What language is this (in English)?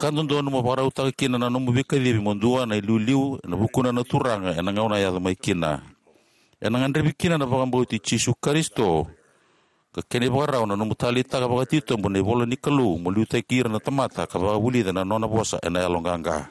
Fijian